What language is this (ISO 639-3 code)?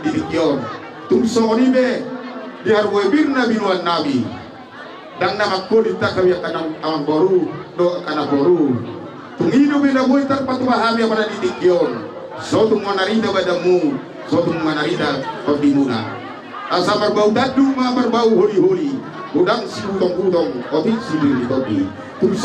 bbc